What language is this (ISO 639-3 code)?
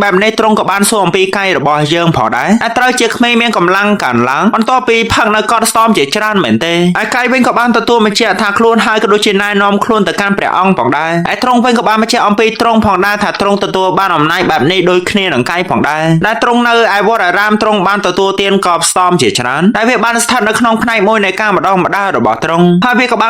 khm